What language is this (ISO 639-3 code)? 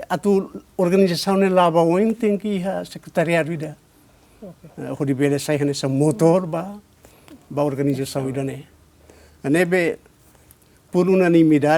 tet